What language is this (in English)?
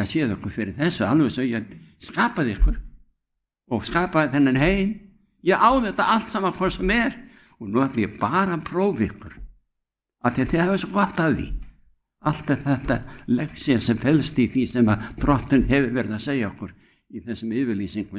Icelandic